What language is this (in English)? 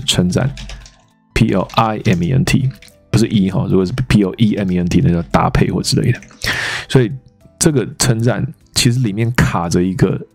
Chinese